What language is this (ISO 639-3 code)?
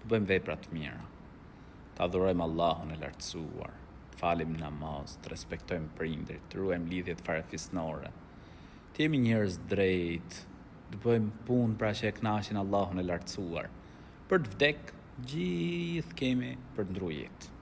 sqi